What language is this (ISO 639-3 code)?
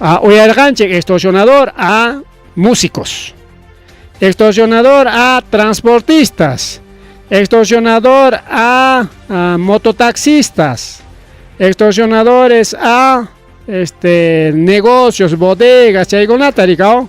quy